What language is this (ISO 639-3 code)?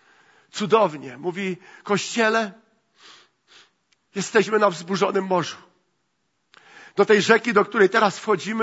pol